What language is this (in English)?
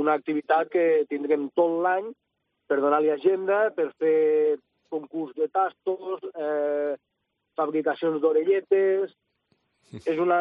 Catalan